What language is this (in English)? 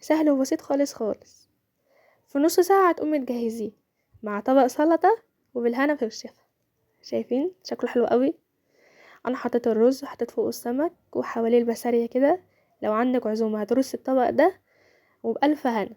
Egyptian Arabic